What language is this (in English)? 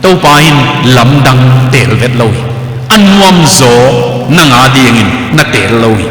Tedim Chin